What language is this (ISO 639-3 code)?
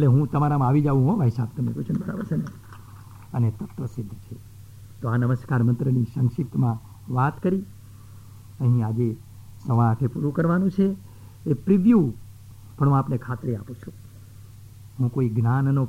guj